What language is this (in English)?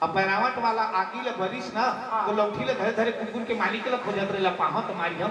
Chhattisgarhi